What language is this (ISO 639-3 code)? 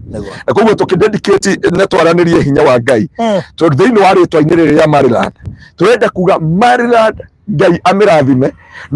kik